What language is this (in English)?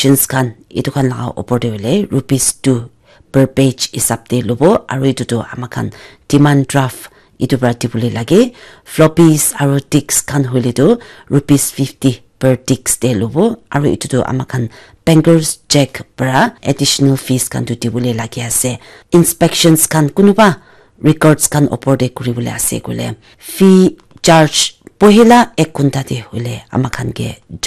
Naga Pidgin